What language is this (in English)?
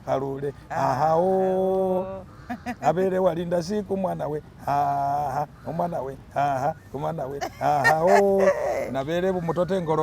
Masaaba